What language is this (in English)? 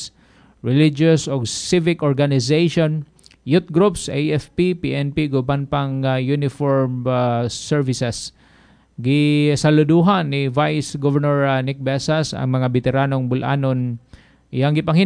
Cebuano